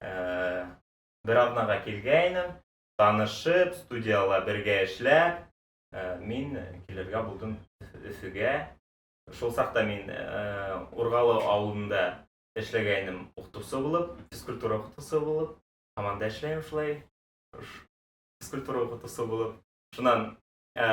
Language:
Bashkir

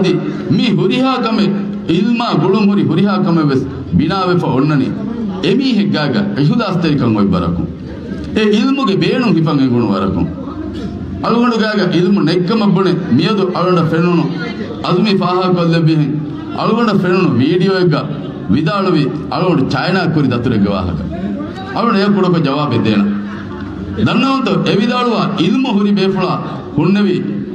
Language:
Divehi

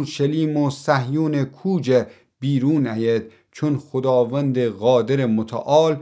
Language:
Gilaki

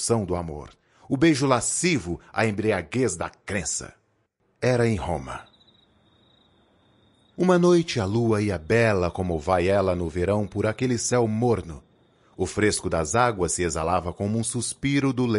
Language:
Portuguese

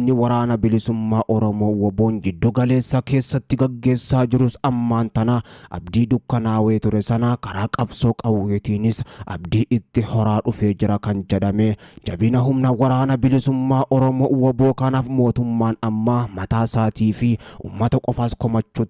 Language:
Oromo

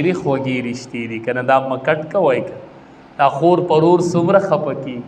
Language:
Pashto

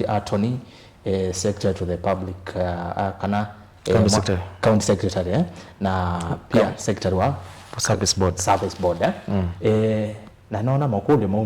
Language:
Kamba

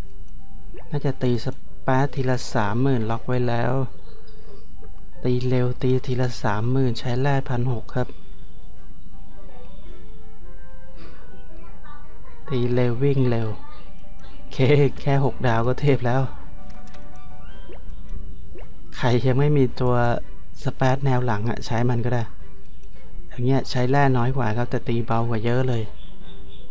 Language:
Thai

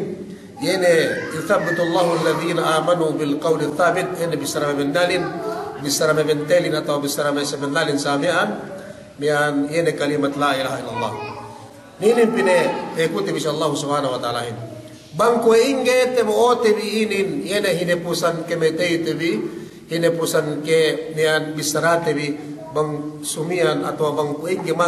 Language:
Yakan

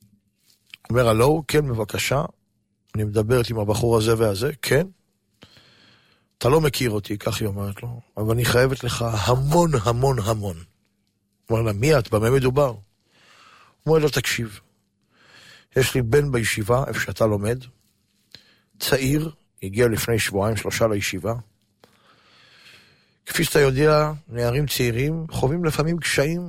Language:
Hebrew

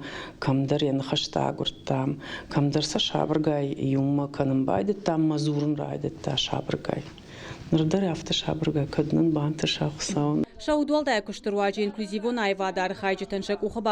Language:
Ossetic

